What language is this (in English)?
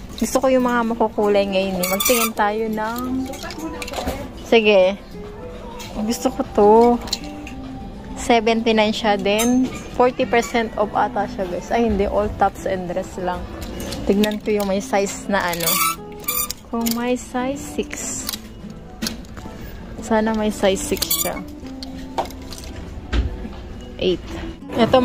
Filipino